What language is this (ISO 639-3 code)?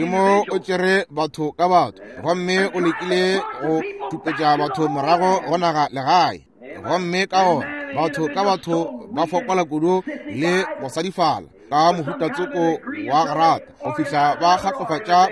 nso